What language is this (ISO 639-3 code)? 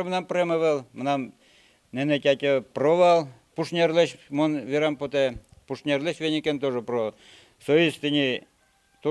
udm